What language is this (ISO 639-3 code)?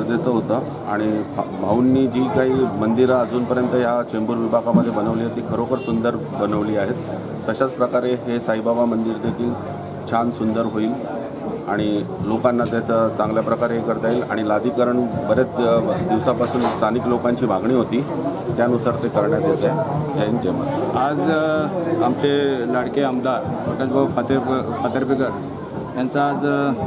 mar